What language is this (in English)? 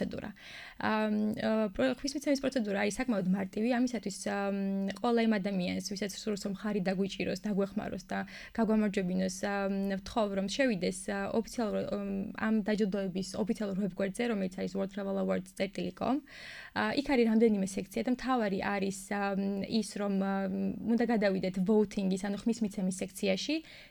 Georgian